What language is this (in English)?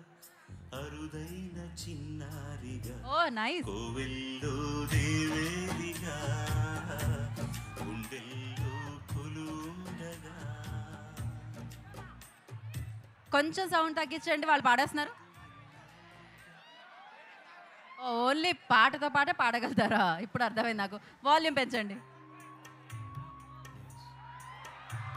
Telugu